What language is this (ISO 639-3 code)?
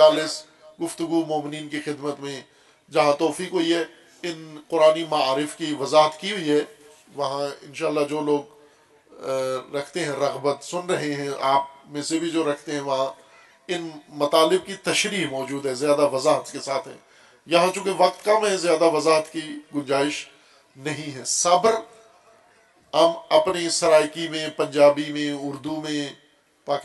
urd